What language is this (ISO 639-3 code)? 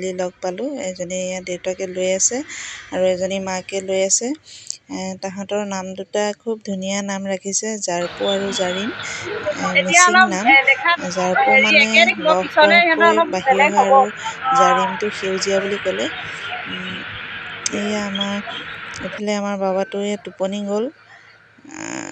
asm